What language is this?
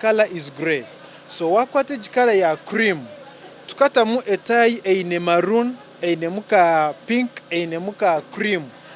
Nyankole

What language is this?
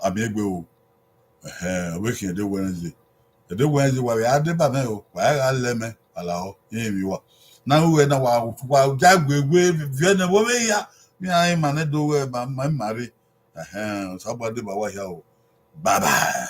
Bini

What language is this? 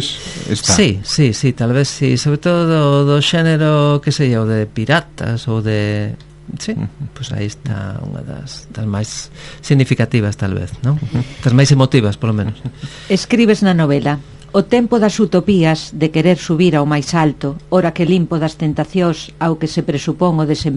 Galician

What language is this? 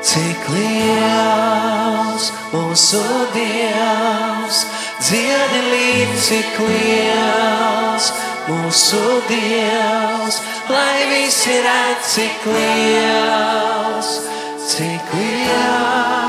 Latvian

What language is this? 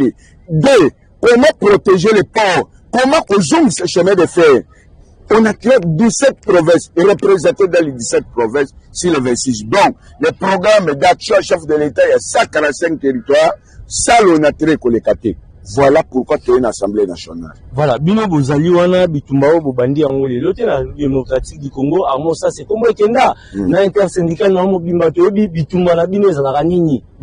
Lingala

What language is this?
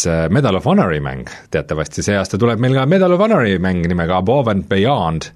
Estonian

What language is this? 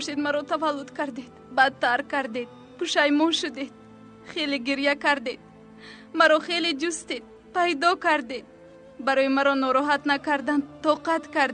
Tajik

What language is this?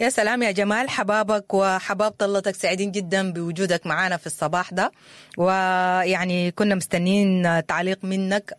Sudanese Arabic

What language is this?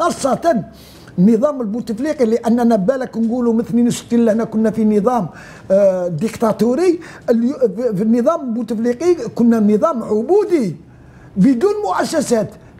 Algerian Arabic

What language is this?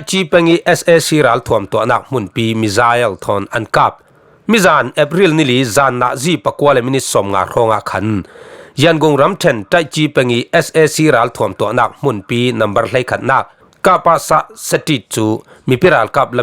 Falam Chin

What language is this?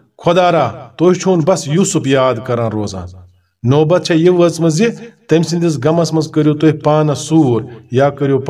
Kashmiri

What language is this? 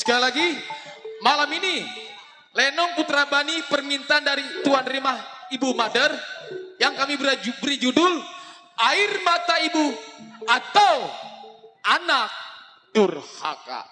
Betawi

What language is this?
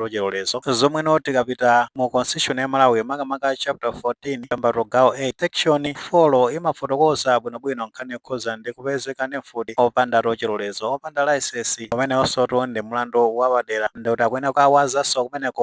Nyanja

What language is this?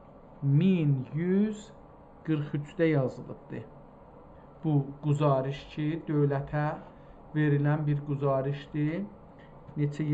South Azerbaijani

